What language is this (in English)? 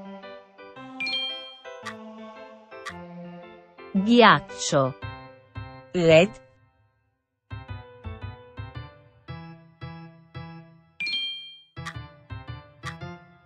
Italian